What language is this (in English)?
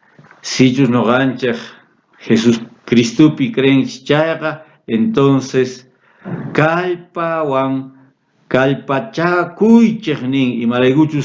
South Bolivian Quechua